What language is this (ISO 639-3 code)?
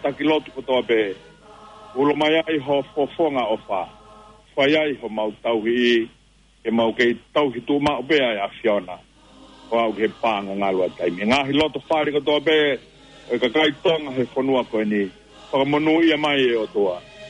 ton